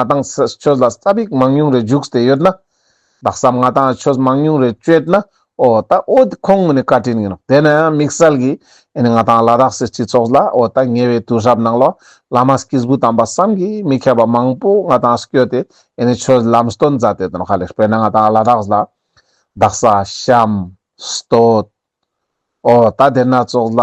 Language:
Ladakhi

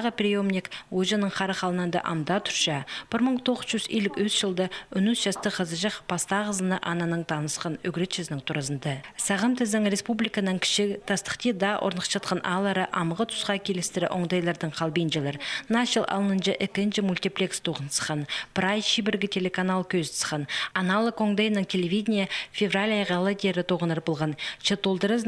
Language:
Khakas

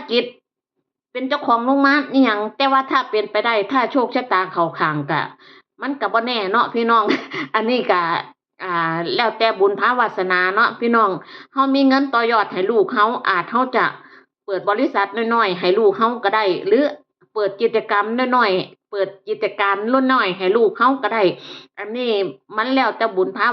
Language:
Northeastern Thai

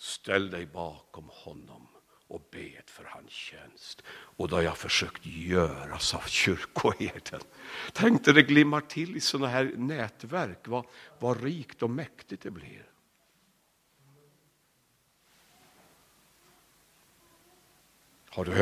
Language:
Swedish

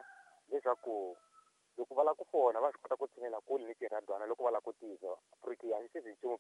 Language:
Tsonga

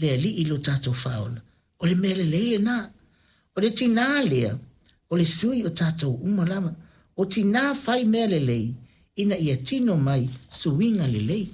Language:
Samoan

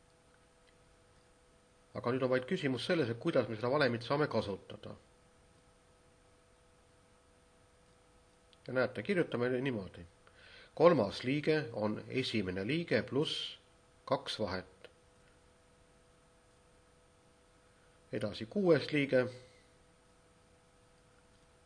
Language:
Estonian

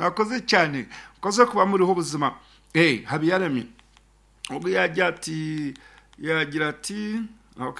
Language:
Nyankole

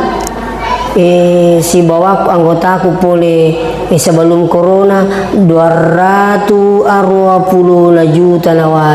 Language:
Buginese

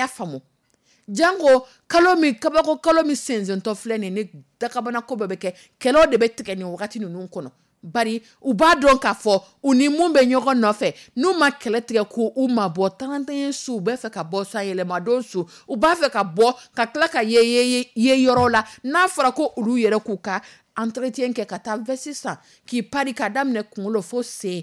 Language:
Dyula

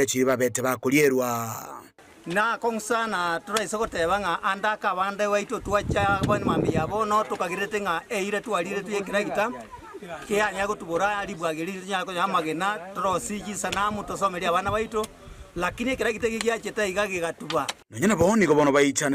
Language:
Gusii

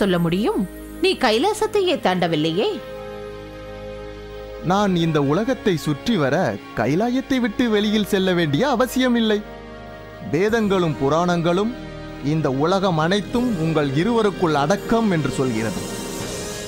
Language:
Tamil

